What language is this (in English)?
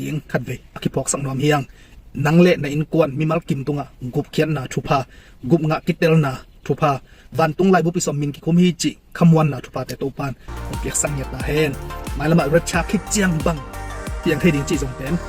Tedim Chin